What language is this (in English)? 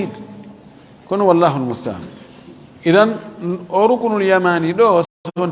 Fula